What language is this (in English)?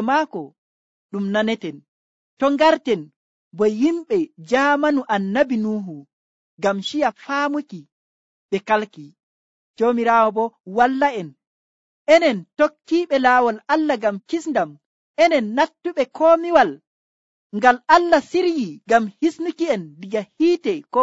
Nigerian Fulfulde